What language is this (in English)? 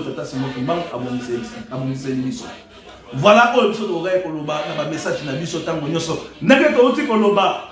Lingala